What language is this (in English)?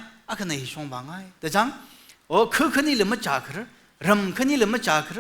Tangkhul Naga (India)